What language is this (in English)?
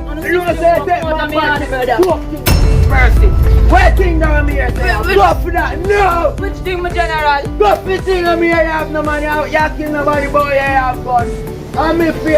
Jamaican Creole English